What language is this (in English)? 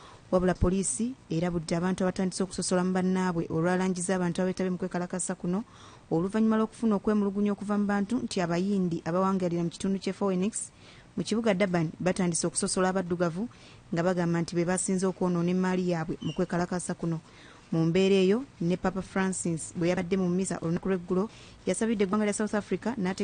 Ganda